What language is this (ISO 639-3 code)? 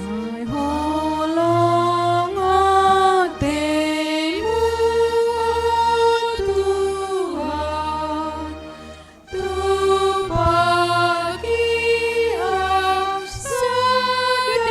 bts